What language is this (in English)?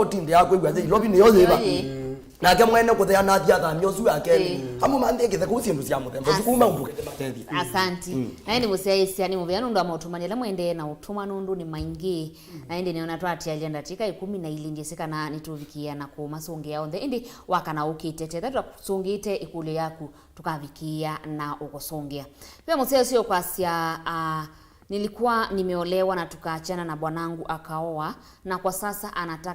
Kamba